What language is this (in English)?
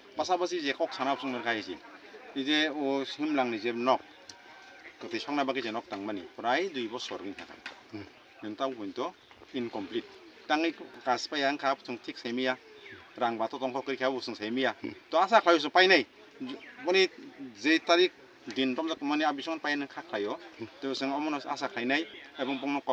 Kok Borok